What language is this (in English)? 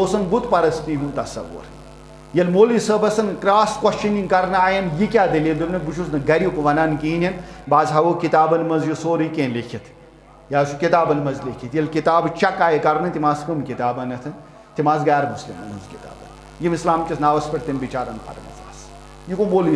Kashmiri